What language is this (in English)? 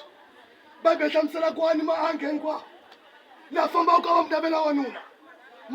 Tsonga